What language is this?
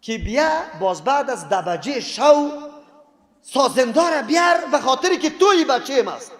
Persian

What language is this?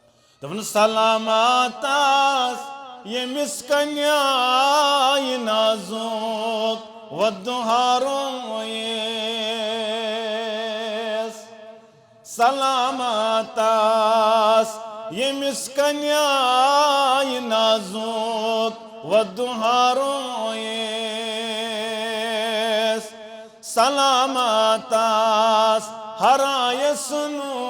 Kashmiri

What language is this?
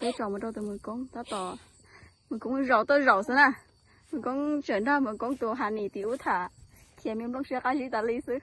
Hmong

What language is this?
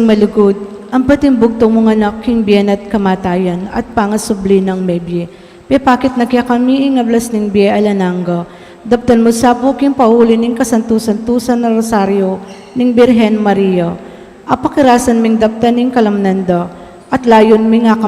Pampanga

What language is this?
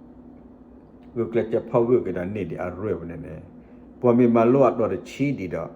S'gaw Karen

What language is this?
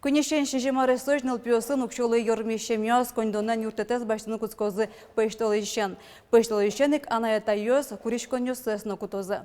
Udmurt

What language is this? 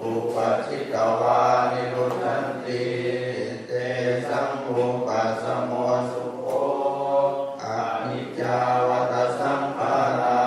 Pali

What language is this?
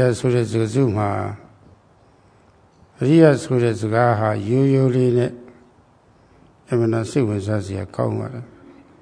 Burmese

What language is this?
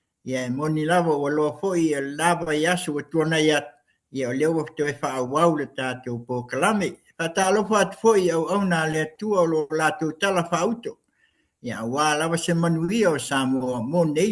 Samoan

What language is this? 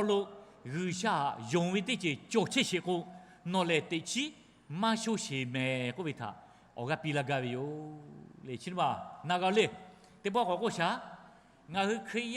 Lahu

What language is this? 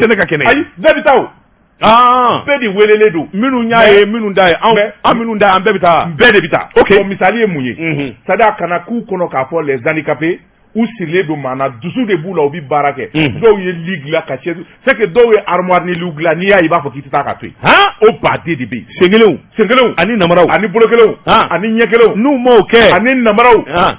Bambara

